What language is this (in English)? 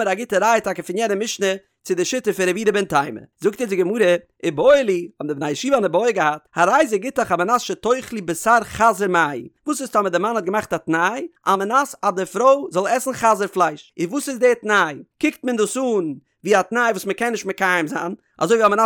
Yiddish